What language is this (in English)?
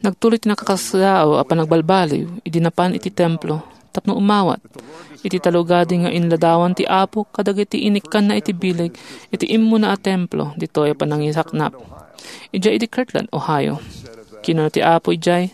Iloko